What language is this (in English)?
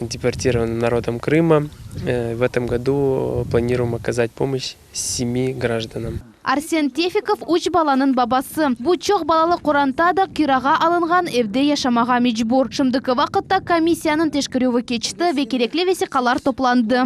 Crimean Tatar